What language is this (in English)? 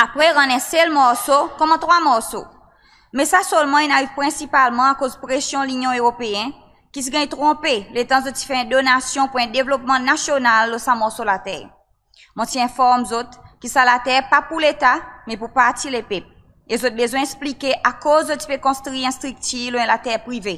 Seselwa Creole French